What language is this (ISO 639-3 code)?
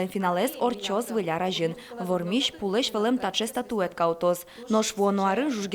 udm